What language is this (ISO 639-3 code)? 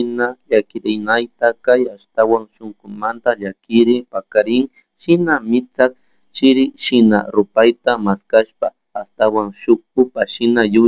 qug